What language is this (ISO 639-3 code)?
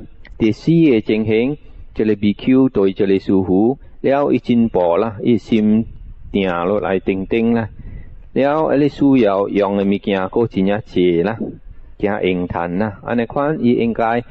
nan